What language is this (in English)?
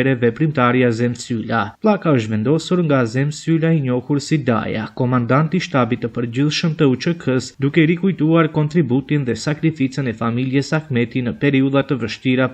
Albanian